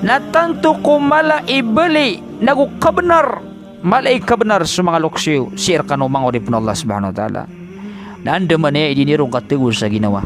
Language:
Maranao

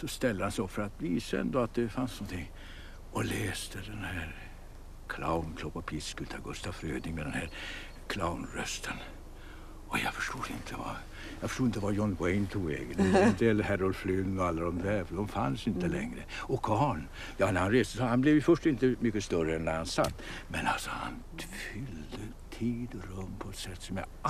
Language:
Swedish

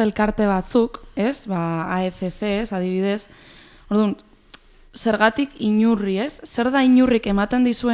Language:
Basque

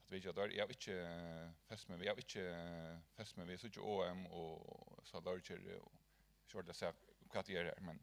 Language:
Faroese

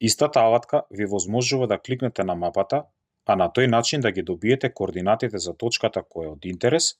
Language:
Macedonian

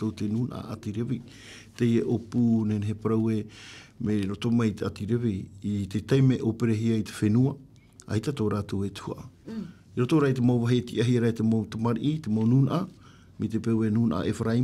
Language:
Tahitian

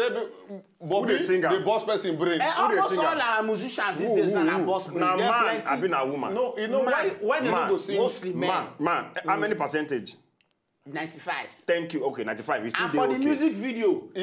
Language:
Nigerian Pidgin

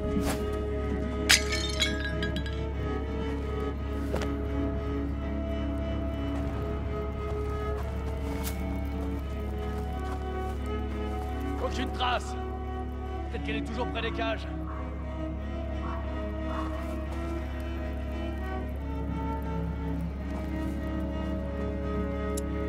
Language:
French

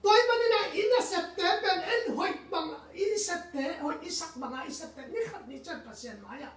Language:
Tedim Chin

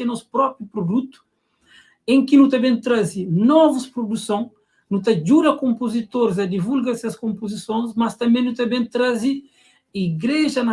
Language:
Kabuverdianu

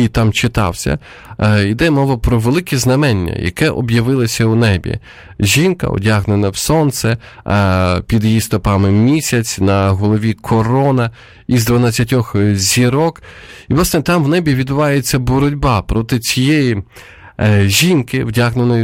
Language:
Ukrainian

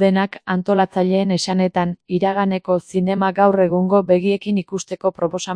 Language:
Basque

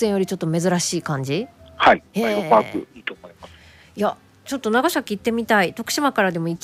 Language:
Japanese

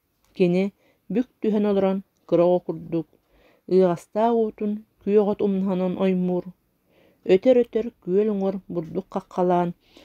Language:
Yakut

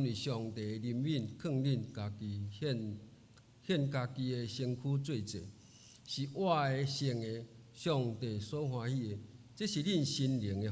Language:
Min Nan Chinese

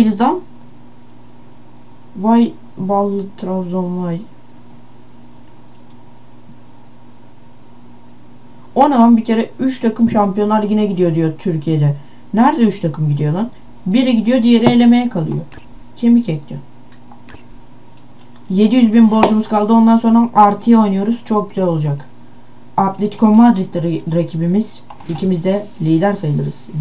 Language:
Turkish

